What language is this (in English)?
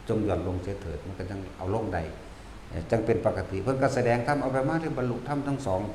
Northeastern Thai